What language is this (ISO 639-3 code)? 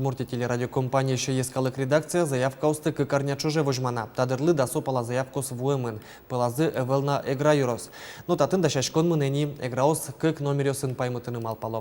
udm